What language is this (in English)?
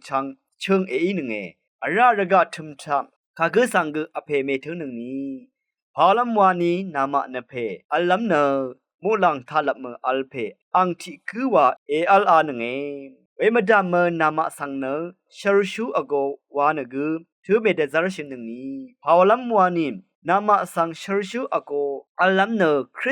Rawang